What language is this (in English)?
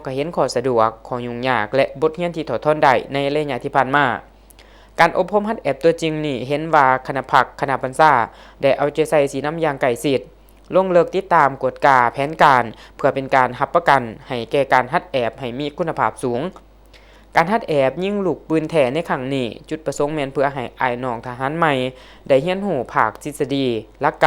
Lao